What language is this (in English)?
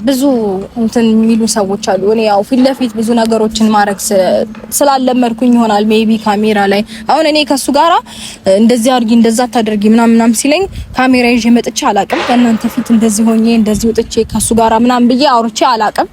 Amharic